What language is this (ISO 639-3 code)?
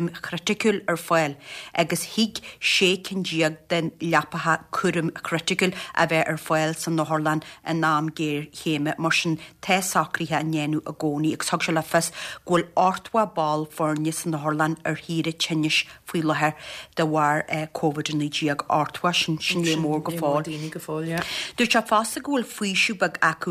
gle